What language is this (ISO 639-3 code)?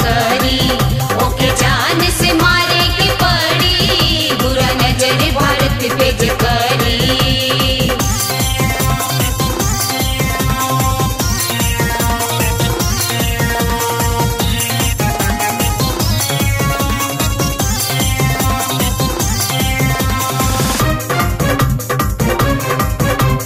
bho